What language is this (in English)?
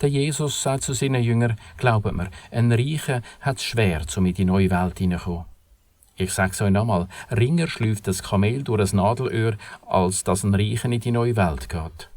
Swiss German